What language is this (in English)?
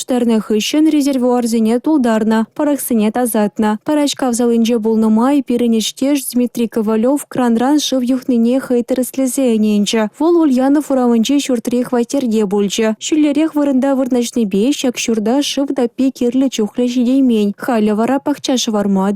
Chuvash